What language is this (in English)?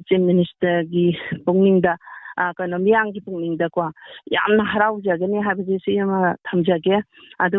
Manipuri